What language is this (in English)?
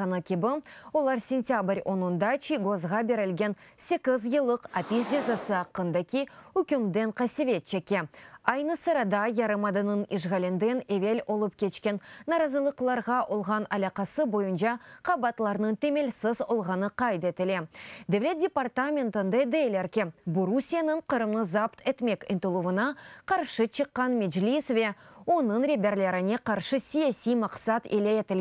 Crimean Tatar